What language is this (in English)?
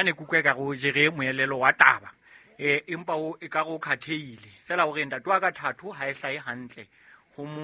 Southern Sotho